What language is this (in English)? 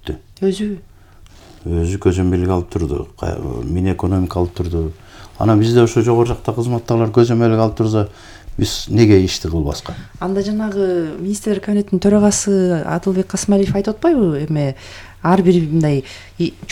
Kyrgyz